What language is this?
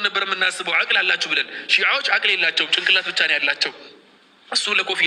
Amharic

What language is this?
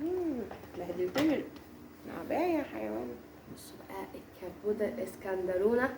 Egyptian Arabic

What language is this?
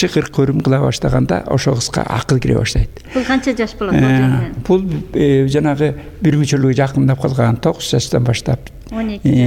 Kyrgyz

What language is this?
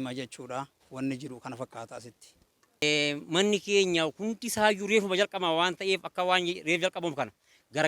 Oromo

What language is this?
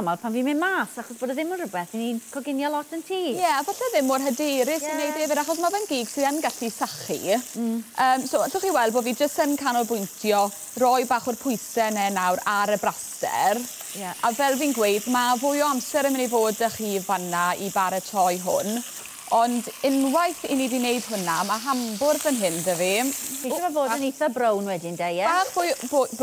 Welsh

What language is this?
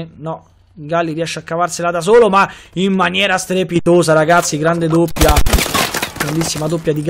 Italian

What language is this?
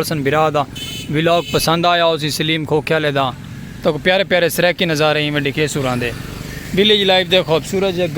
Saraiki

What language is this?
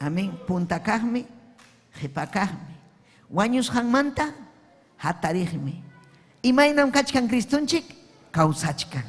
Ayacucho Quechua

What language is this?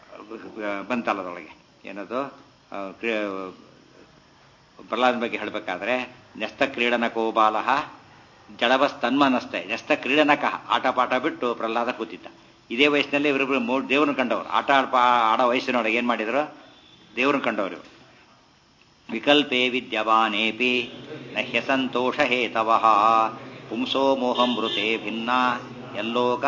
Kannada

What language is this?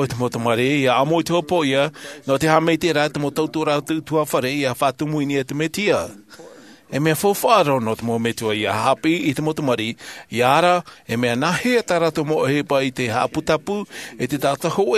Tahitian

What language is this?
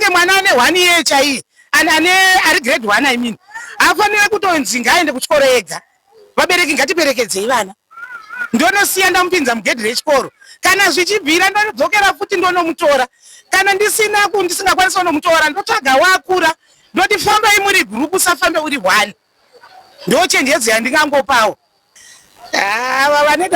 Shona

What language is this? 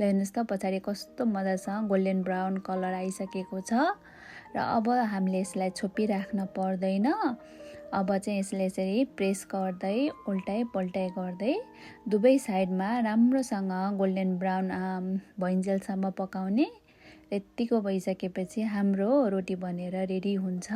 Nepali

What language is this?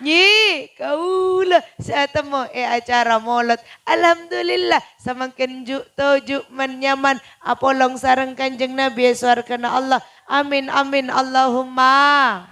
Madurese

